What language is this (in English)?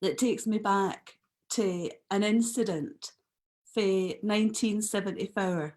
Scots